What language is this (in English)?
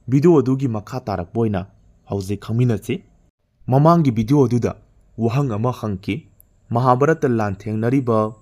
Manipuri